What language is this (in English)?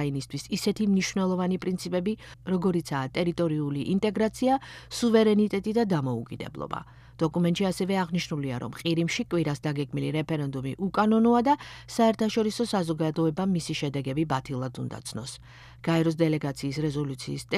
Georgian